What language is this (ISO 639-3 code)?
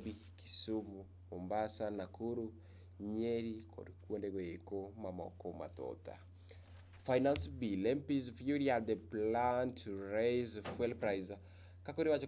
luo